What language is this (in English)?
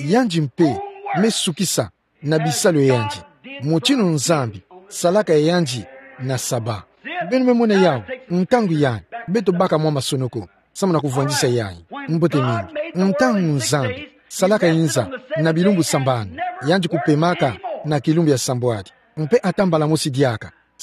Kituba (Democratic Republic of Congo)